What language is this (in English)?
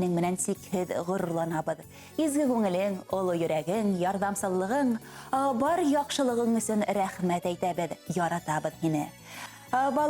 Bashkir